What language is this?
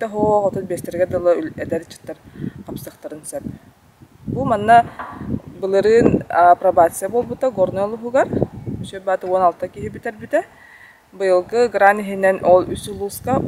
Yakut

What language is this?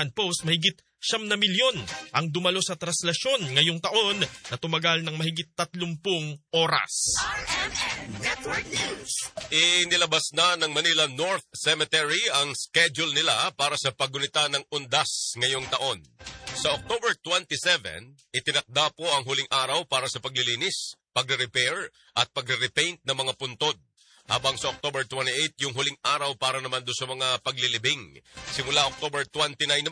Filipino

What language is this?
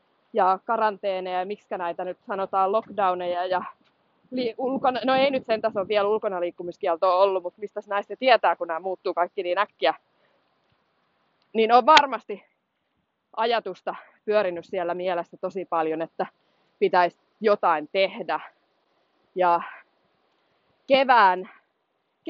Finnish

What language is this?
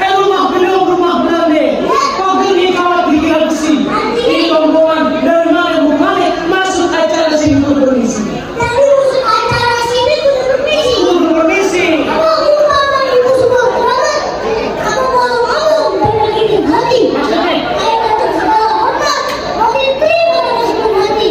Betawi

